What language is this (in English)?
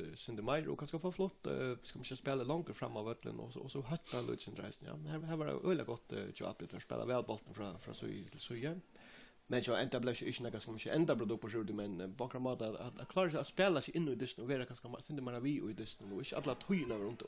Faroese